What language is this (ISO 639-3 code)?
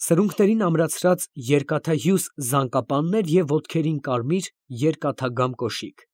hye